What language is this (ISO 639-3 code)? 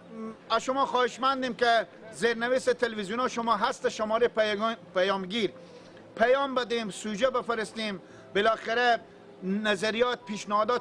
fas